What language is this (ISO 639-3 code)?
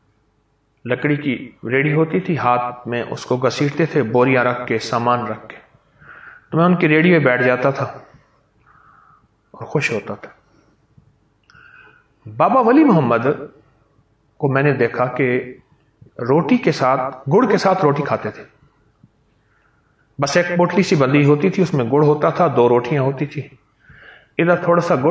urd